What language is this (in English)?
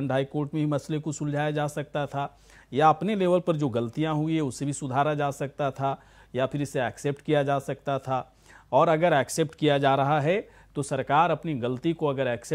Hindi